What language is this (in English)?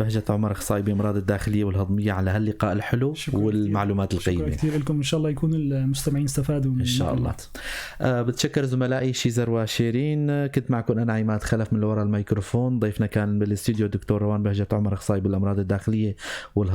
North Levantine Arabic